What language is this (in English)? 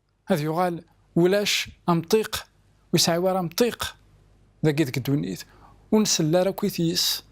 Kabyle